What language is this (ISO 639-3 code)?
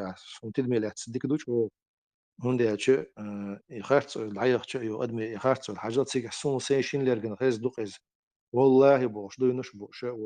che